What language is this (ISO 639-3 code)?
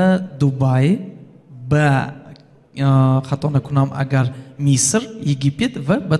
tgk